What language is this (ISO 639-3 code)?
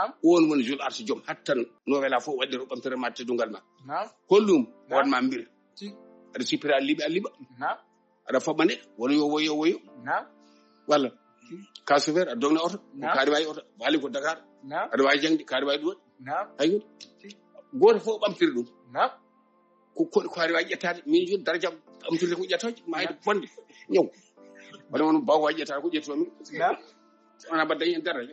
ful